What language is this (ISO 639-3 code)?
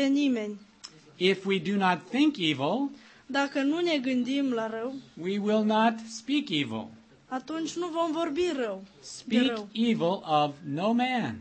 ron